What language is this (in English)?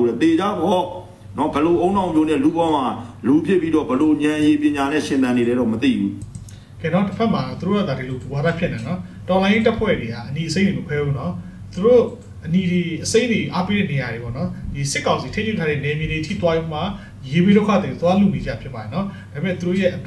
Burmese